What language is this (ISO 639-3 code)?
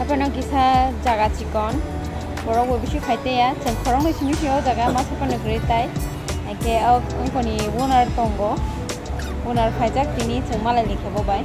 trp